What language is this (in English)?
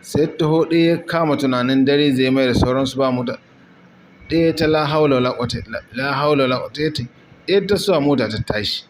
Hausa